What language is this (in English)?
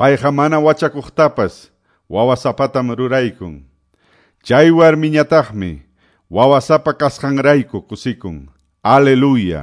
Quechua